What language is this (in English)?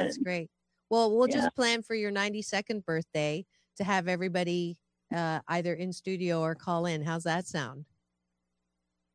English